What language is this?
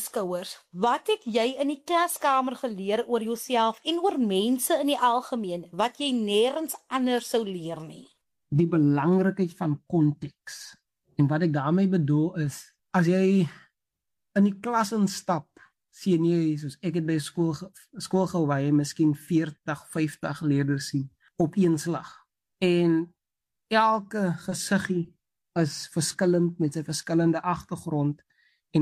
Afrikaans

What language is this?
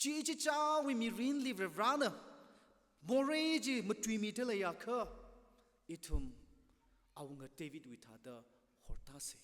Tangkhul Naga (India)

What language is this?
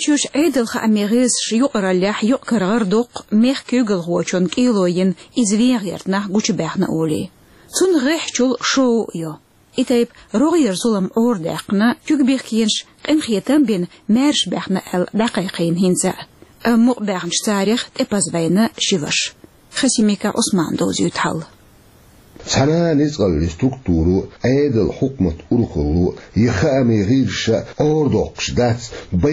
Chechen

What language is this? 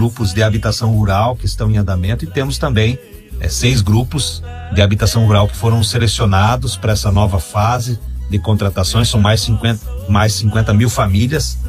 Portuguese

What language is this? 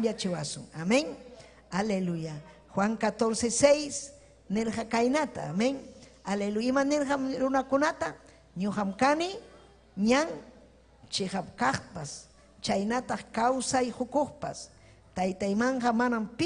Ayacucho Quechua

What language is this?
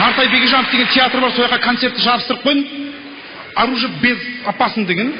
Kazakh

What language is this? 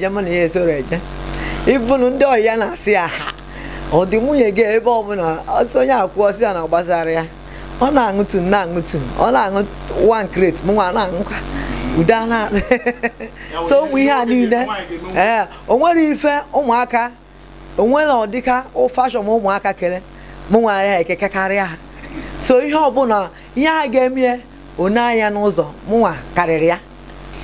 Igbo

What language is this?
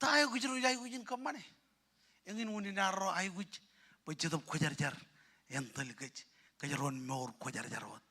Marshallese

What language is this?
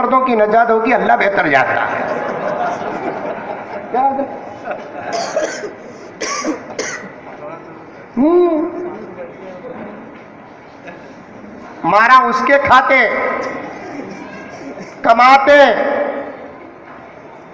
Urdu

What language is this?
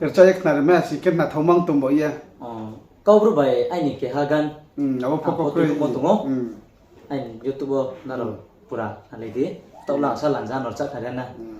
Riang (India)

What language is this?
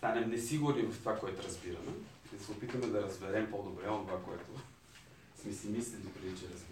Bulgarian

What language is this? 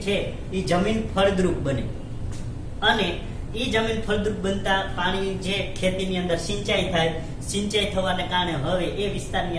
Gujarati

